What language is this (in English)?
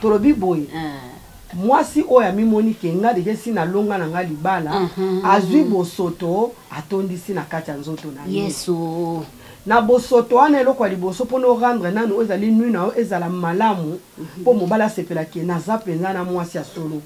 Lingala